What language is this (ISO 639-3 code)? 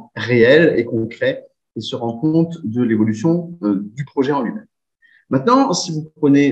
fra